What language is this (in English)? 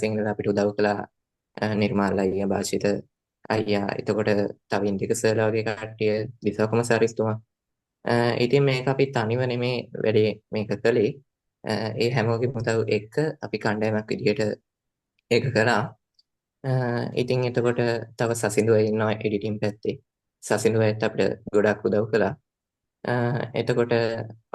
Sinhala